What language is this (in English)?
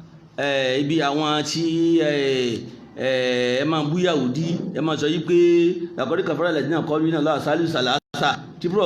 Yoruba